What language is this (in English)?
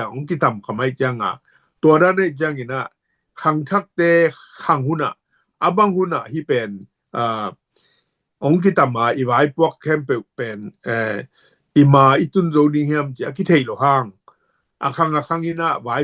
Tedim Chin